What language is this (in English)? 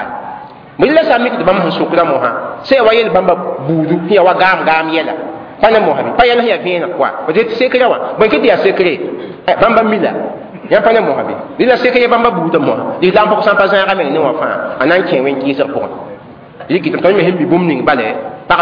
Mossi